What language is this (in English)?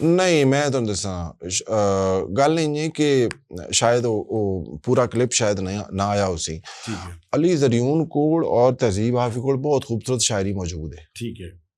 Western Panjabi